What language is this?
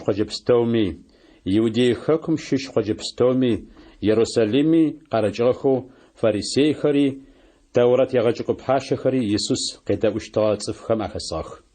Adyghe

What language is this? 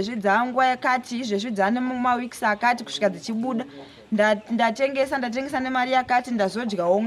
Shona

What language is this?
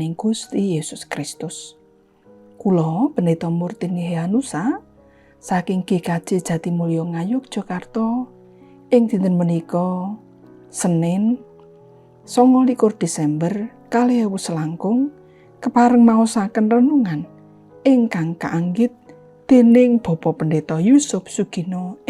Javanese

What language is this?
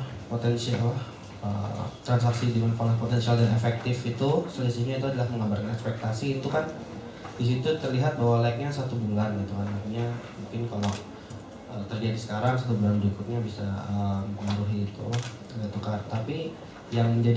Indonesian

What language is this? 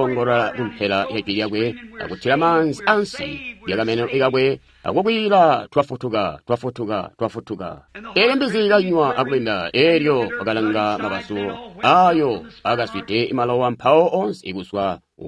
Tonga (Zambia)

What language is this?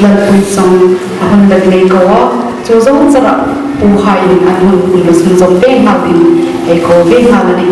Hmar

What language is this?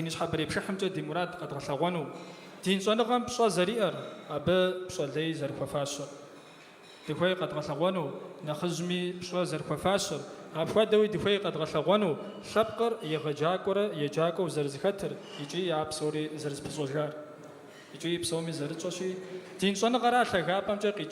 Kabardian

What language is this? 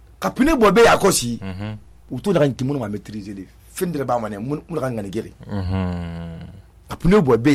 Susu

